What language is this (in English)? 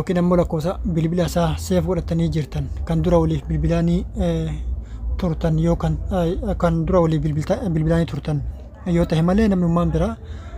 Oromo